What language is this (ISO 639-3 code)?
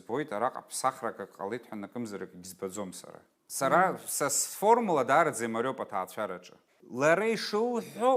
abk